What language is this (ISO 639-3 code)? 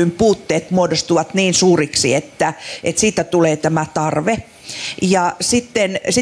fin